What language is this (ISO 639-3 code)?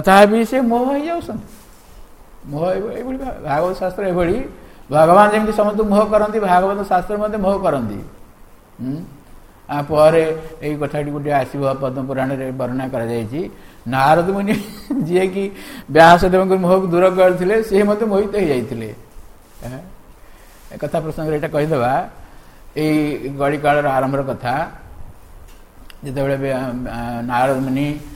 ori